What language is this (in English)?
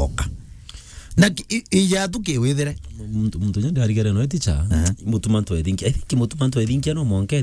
Meru